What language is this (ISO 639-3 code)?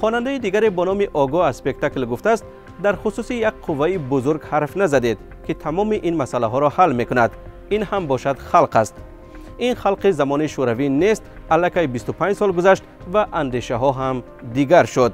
tgk